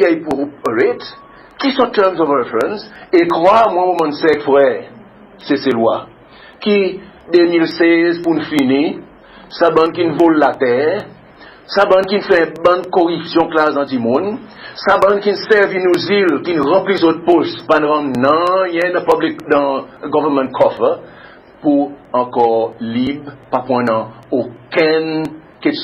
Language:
Seselwa Creole French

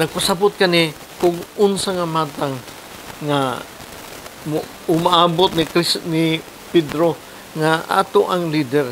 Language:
Cebuano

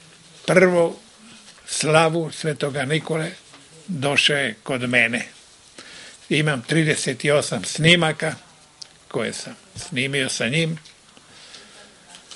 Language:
Serbian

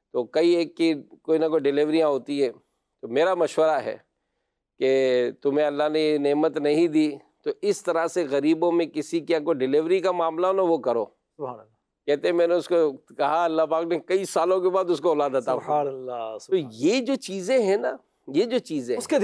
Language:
Urdu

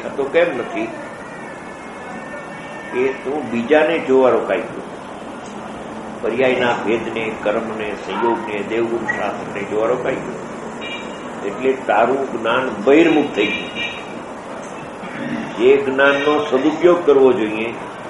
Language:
Gujarati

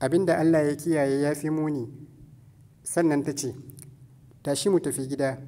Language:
Hausa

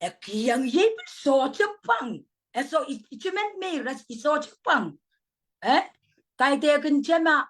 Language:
Pohnpeian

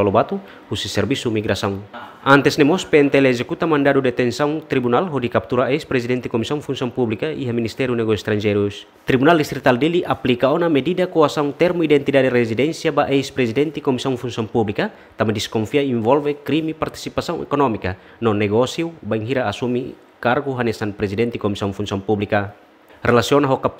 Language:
Tetum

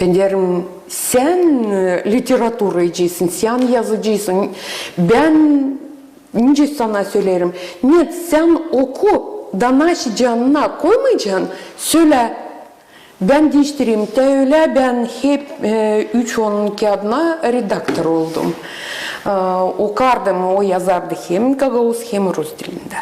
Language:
Gagauz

